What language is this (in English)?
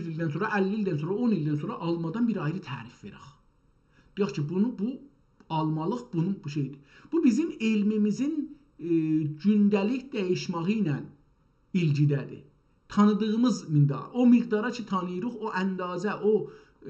South Azerbaijani